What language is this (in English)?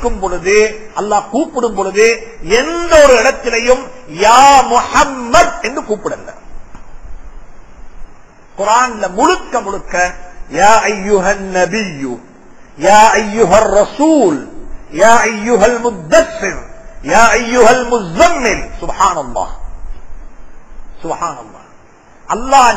Tamil